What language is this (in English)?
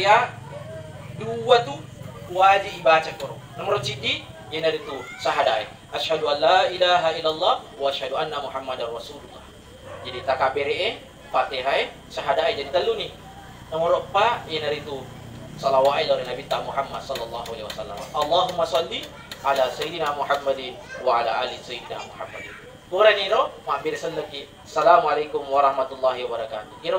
Buginese